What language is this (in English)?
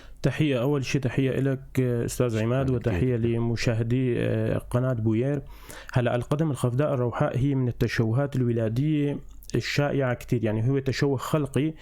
North Levantine Arabic